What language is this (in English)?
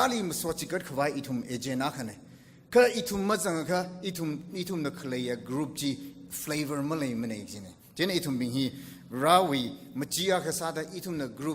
Tangkhul Naga (India)